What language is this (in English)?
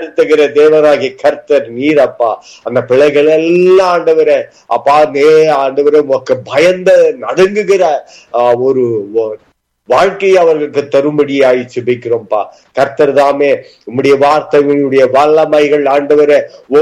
Tamil